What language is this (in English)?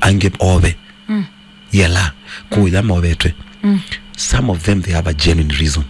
Kamba